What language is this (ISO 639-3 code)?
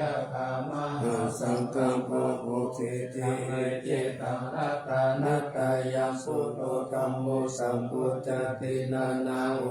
pli